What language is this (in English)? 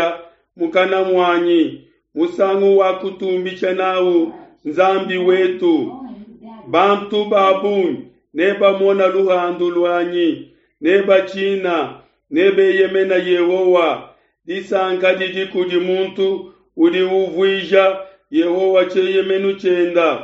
Luba-Lulua